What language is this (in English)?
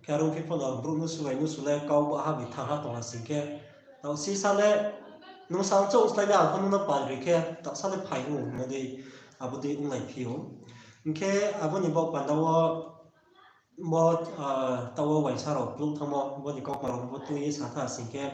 Riang (India)